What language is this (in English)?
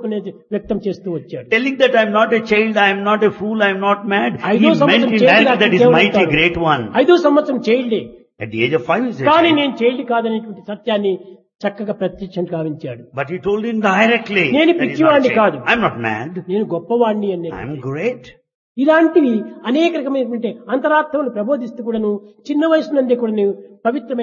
Telugu